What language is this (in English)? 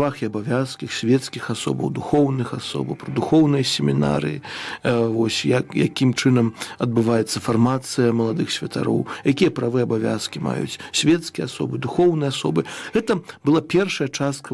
Belarusian